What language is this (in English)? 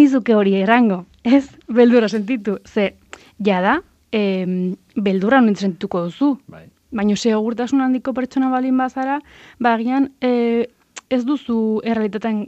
Basque